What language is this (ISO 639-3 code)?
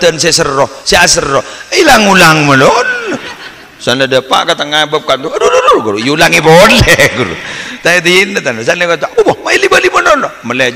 mad